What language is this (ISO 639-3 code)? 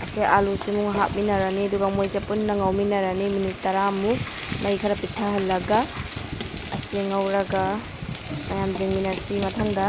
mni